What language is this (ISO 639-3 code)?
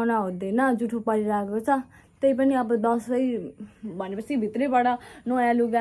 nep